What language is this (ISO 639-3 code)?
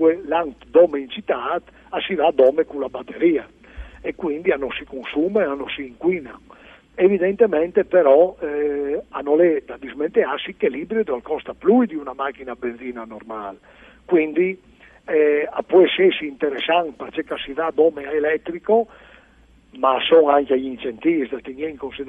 fur